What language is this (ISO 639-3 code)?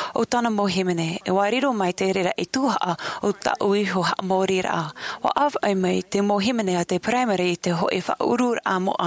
tah